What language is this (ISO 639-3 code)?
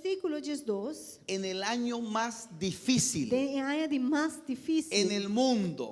pap